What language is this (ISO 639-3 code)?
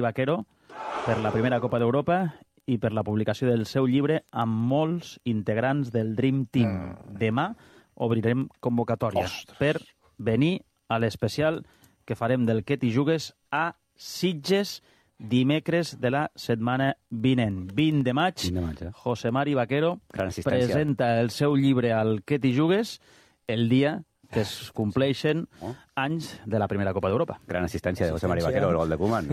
cat